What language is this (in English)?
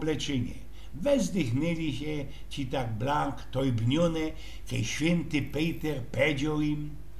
Silesian